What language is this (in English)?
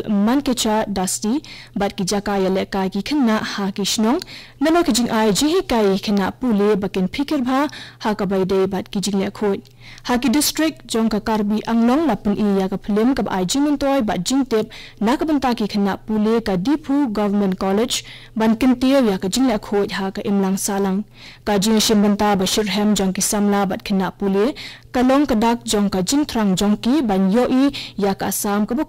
Khasi